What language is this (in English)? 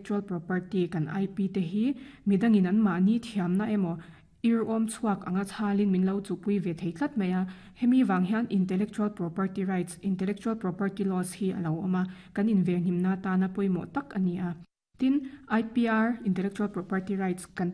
Mizo